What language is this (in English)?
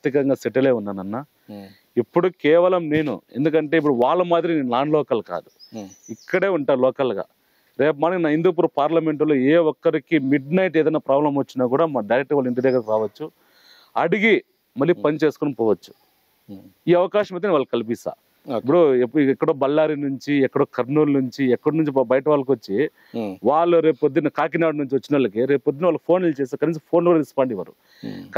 Telugu